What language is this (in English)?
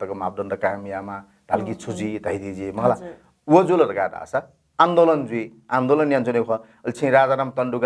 Newari